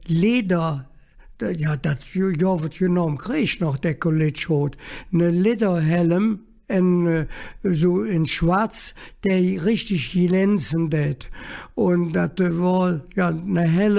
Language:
Colognian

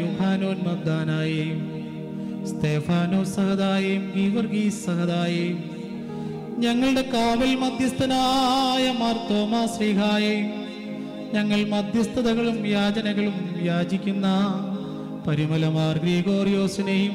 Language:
Malayalam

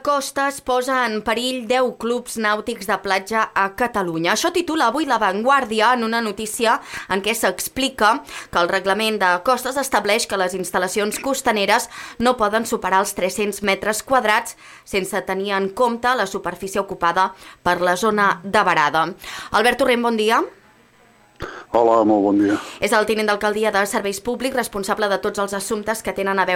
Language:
Catalan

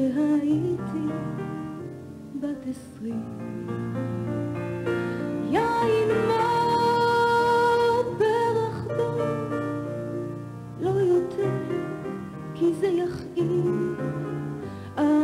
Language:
Hebrew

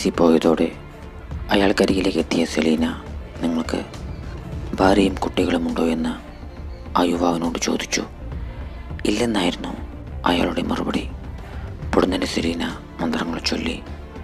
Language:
Malayalam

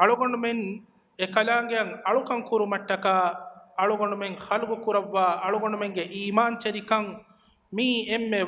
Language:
Divehi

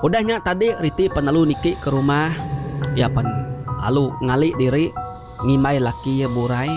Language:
Iban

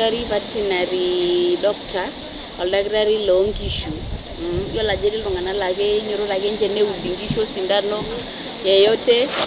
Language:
Masai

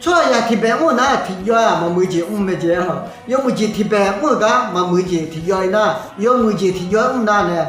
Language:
Akha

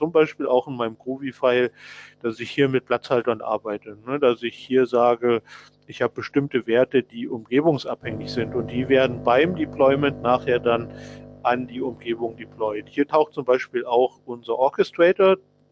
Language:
German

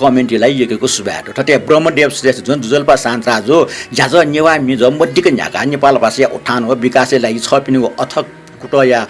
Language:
Newari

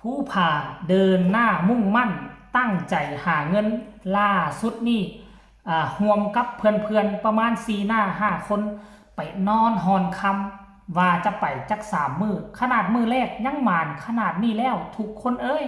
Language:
Northeastern Thai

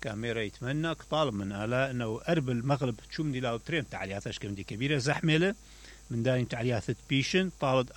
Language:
Mesopotamian Arabic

